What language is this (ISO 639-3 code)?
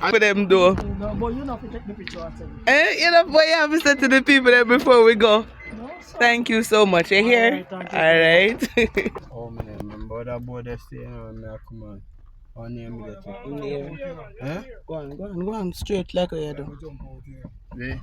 jam